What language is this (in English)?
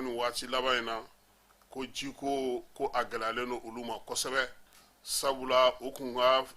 Bambara